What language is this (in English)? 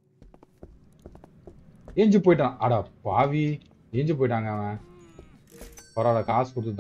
Tamil